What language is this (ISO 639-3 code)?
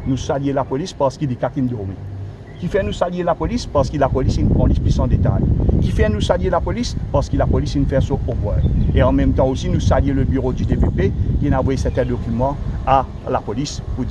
mfe